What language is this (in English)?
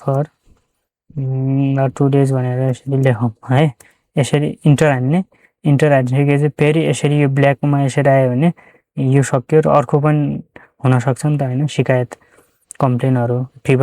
Nepali